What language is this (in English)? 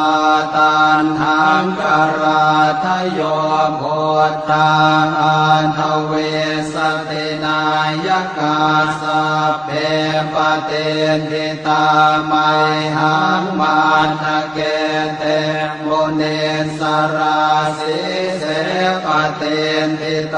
Pali